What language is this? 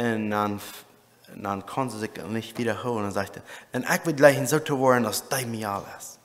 Plautdietsch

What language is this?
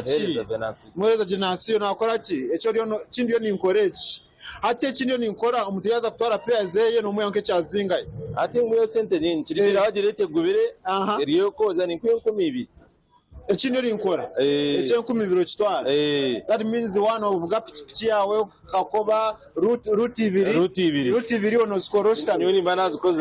Nyankole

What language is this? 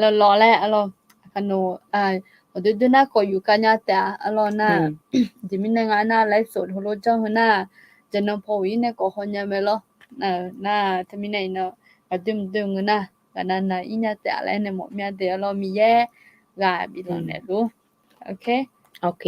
Akha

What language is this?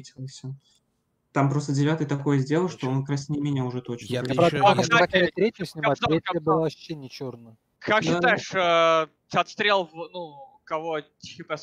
Russian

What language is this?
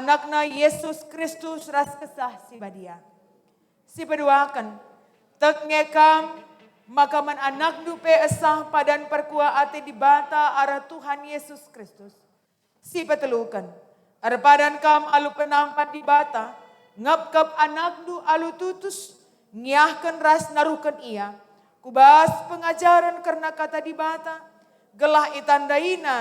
Batak Karo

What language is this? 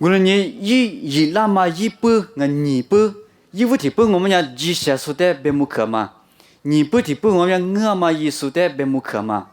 Lisu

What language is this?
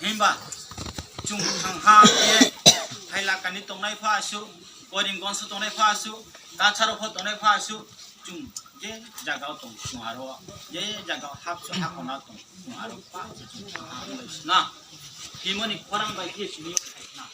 Riang (India)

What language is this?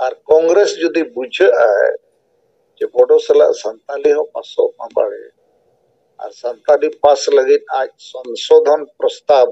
Santali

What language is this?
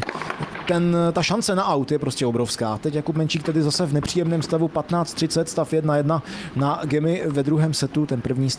Czech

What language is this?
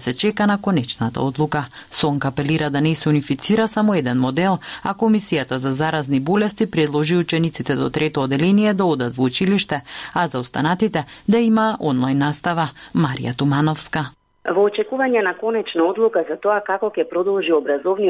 Macedonian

